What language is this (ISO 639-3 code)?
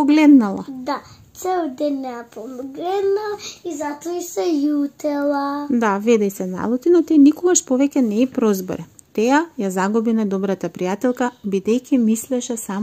mkd